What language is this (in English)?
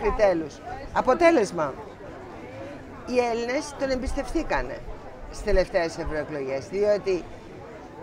Greek